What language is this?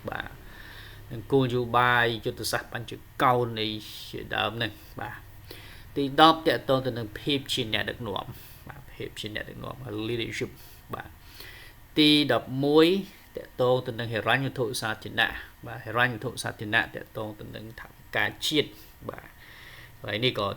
Khmer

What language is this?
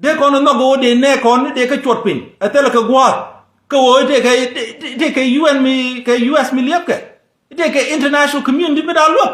Nuer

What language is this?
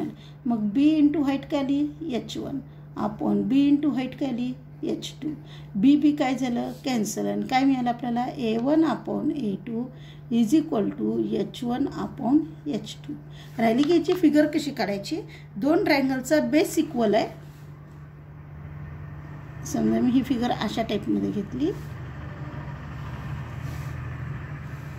Marathi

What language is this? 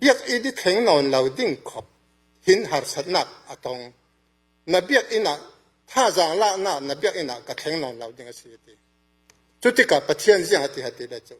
Falam Chin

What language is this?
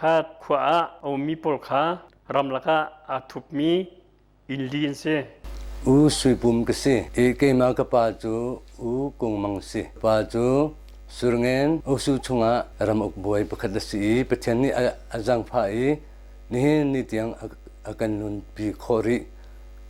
Hakha Chin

